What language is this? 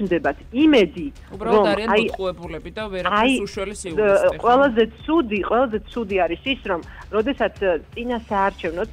Georgian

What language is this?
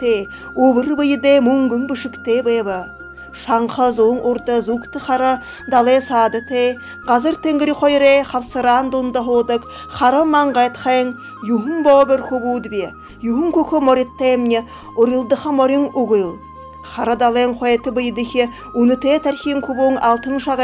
Buriat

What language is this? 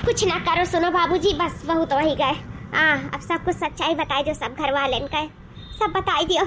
Awadhi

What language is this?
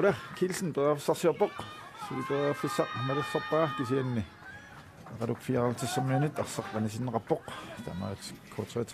Kalaallisut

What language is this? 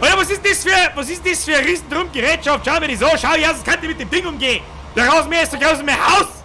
Bavarian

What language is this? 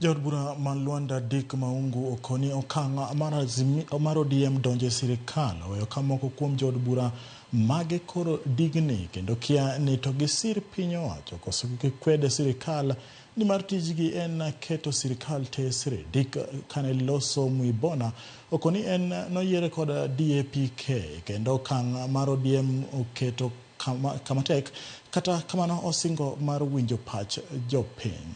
Luo (Kenya and Tanzania)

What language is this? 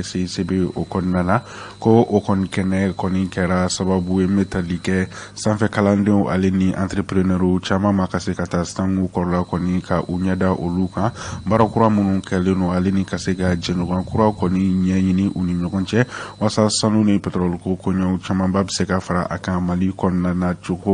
Bambara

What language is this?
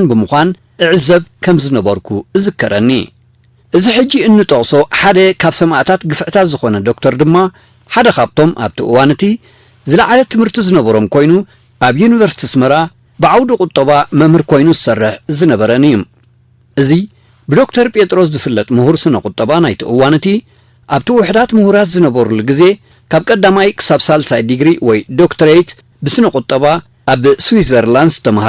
Tigrinya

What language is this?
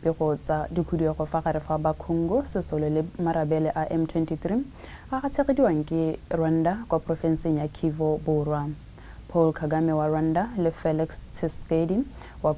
Tswana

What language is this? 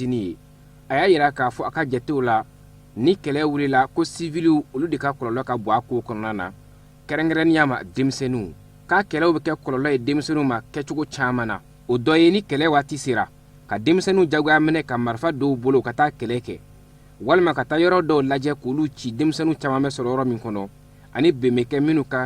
Bambara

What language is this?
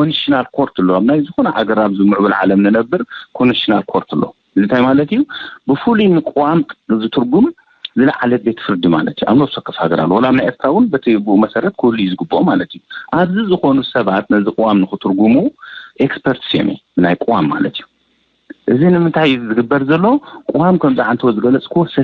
Tigrinya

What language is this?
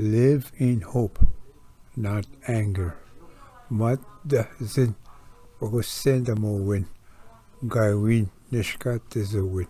Ojibwa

